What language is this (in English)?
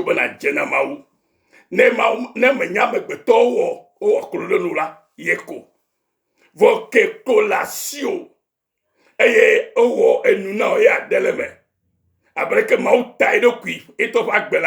Ewe